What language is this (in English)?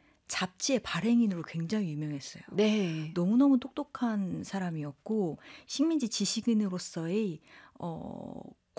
Korean